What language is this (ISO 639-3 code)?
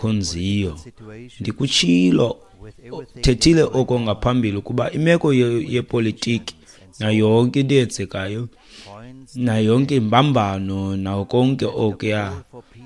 xho